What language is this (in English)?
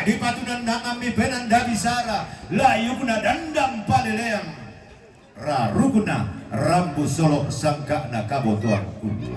Toraja-Sa'dan